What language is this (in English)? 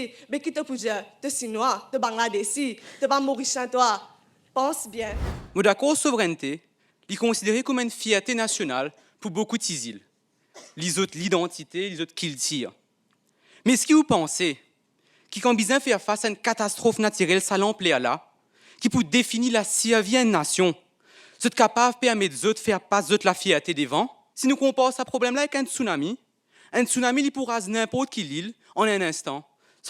Morisyen